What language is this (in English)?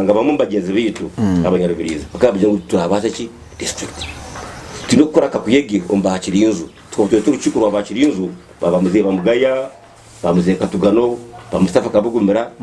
Nyankole